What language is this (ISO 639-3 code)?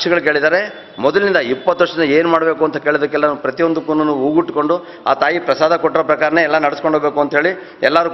kan